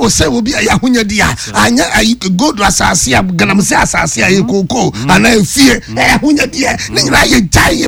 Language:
Akan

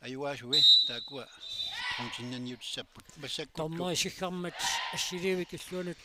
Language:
Kalaallisut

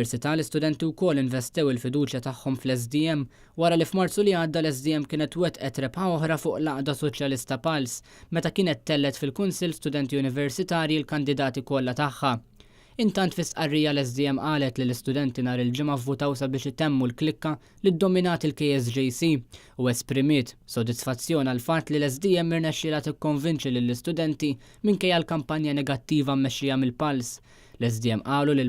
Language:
Maltese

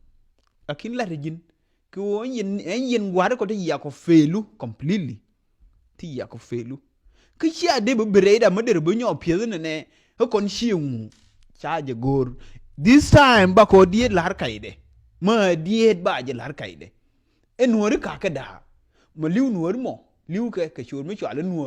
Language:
Nuer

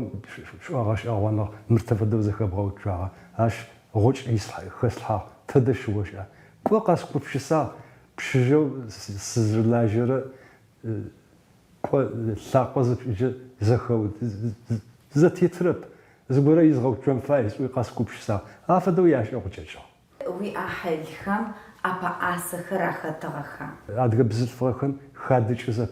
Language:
Adyghe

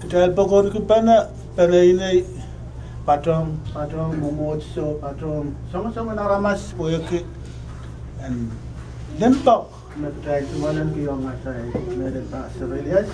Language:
Pohnpeian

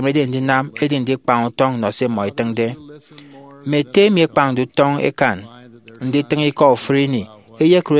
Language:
Efik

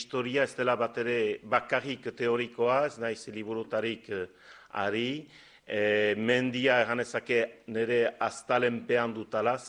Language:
Basque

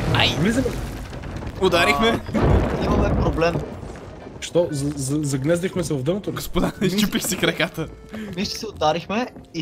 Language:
Bulgarian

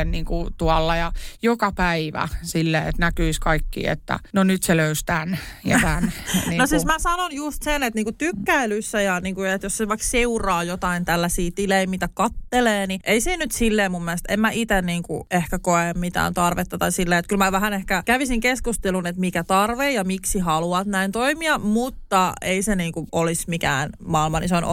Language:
Finnish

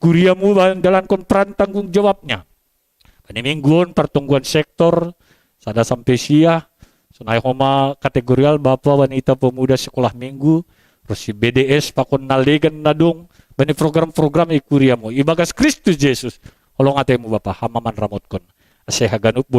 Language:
Batak Simalungun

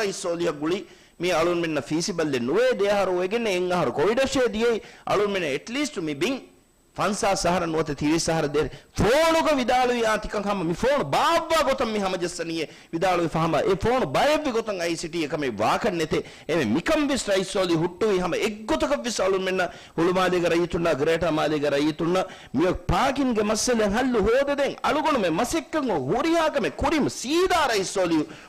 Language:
Divehi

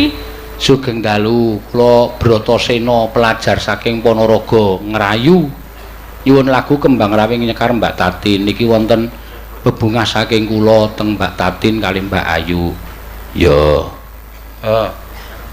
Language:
Javanese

